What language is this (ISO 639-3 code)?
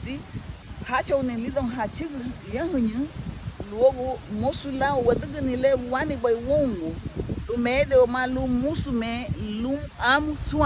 cab